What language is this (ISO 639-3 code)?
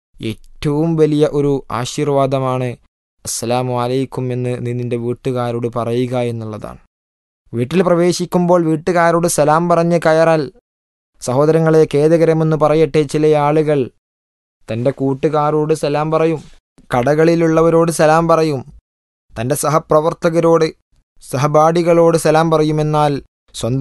mal